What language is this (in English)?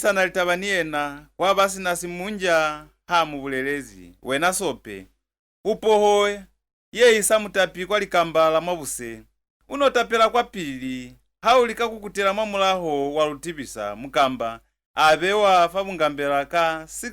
Lozi